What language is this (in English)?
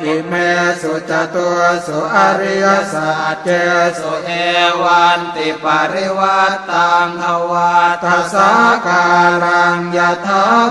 Pali